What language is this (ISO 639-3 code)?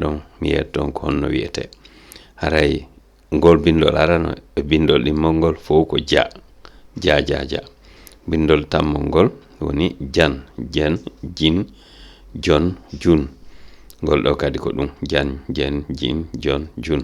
ful